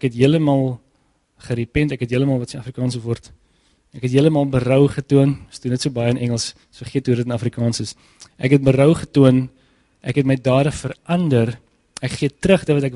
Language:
Afrikaans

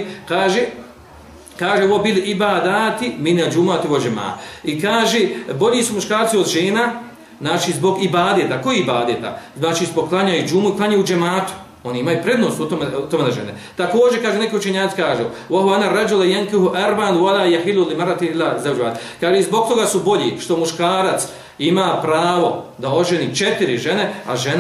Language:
Bosnian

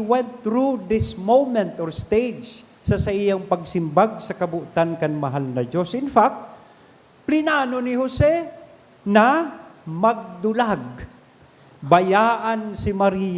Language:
Bikol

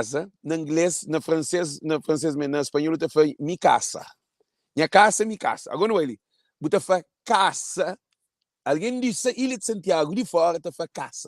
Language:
Kabuverdianu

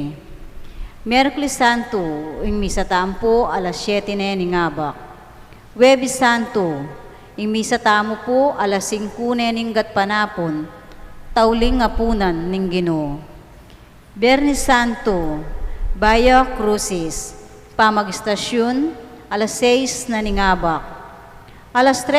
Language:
Pampanga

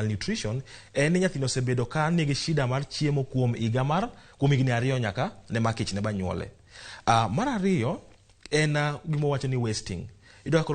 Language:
Luo (Kenya and Tanzania)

